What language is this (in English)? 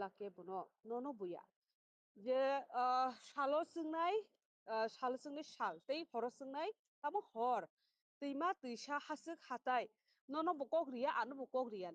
Kok Borok